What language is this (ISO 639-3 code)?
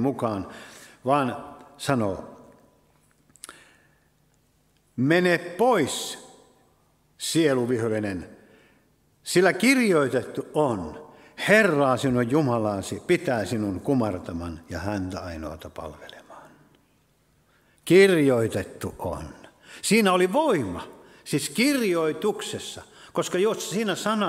fin